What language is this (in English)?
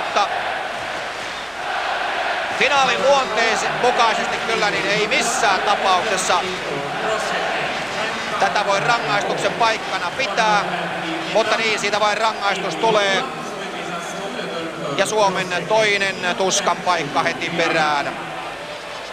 Finnish